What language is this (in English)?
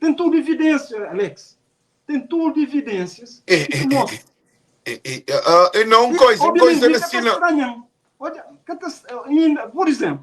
Kabuverdianu